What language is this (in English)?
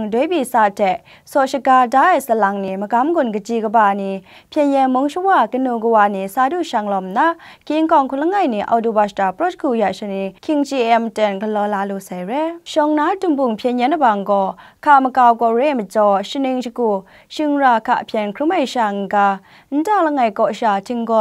Kachin